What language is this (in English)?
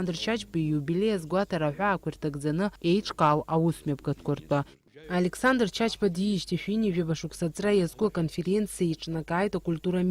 Abkhazian